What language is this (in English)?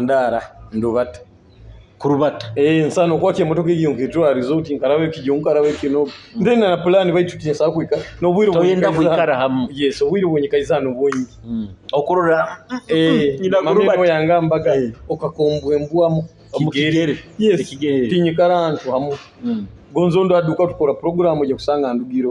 Nyoro